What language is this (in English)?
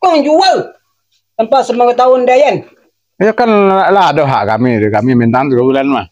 Minangkabau